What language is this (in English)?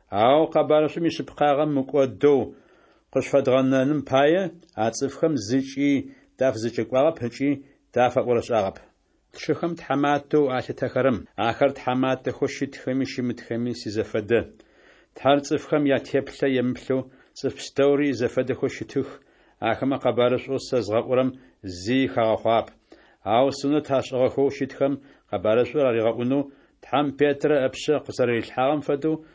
Adyghe